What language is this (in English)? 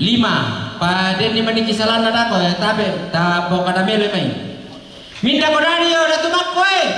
Toraja-Sa'dan